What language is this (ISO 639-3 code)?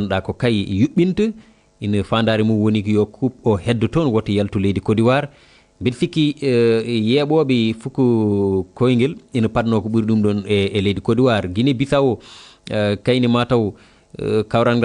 ful